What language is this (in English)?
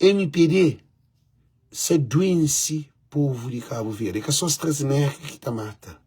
Kabuverdianu